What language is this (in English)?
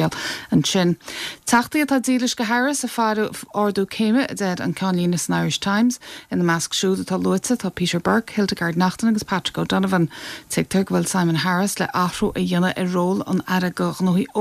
Irish